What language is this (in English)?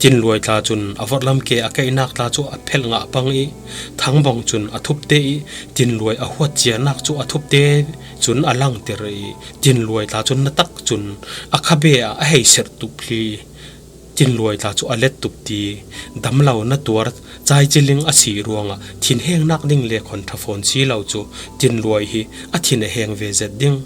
Falam Chin